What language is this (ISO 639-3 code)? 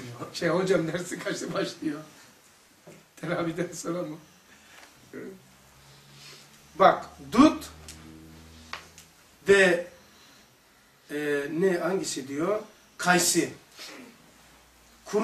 tur